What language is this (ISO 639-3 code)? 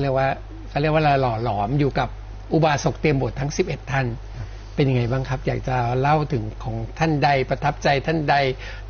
tha